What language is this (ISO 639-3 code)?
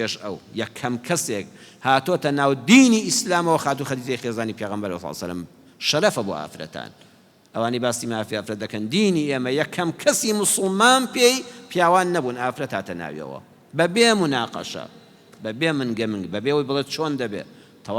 ckb